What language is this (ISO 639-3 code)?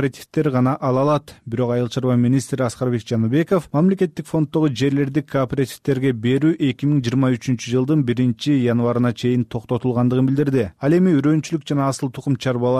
kir